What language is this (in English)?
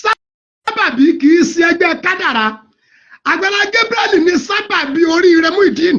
Yoruba